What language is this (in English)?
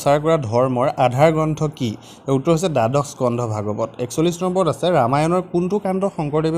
Assamese